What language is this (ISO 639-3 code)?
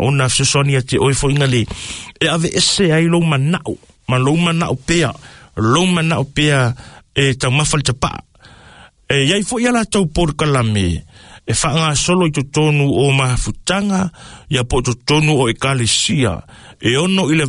smo